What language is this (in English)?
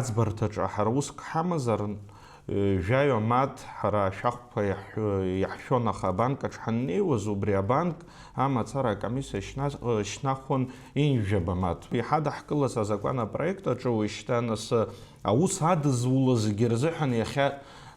Abkhazian